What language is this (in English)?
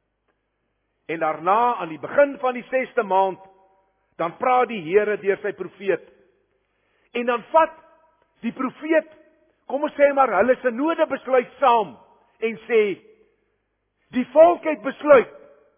Afrikaans